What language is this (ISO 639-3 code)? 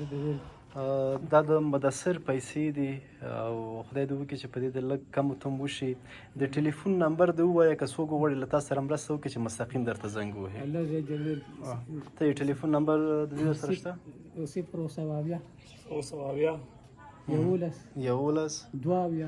pus